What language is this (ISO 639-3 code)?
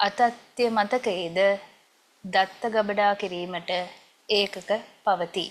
sin